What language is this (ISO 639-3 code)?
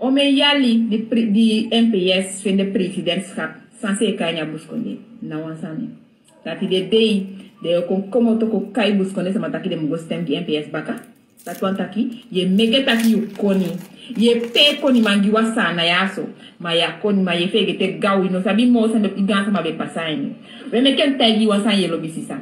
srn